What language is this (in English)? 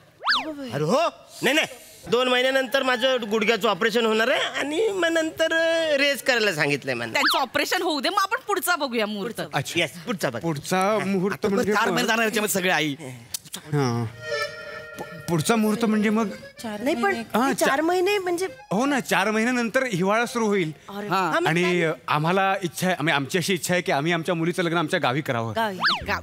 Marathi